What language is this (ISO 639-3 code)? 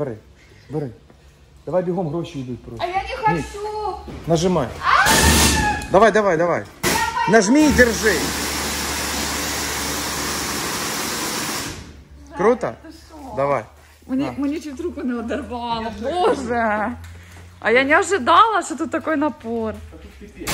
ukr